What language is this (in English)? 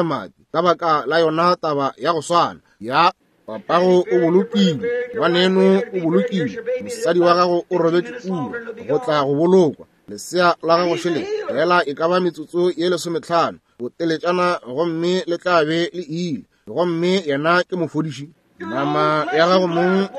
Northern Sotho